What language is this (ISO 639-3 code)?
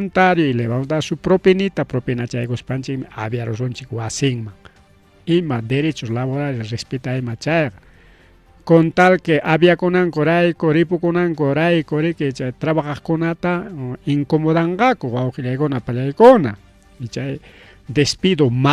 quy